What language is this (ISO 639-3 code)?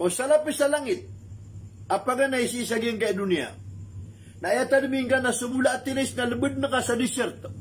mrw